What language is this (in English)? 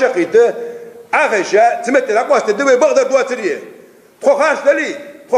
Ingush